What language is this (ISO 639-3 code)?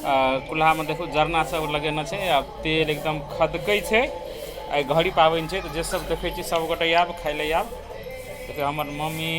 mai